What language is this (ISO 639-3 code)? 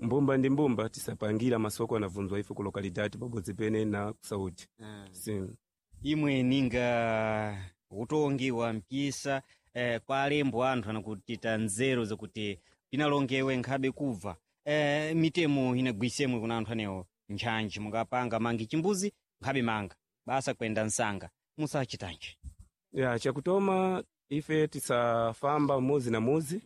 seh